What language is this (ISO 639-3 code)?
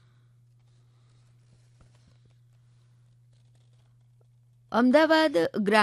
guj